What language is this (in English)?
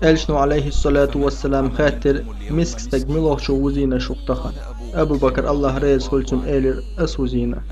Chechen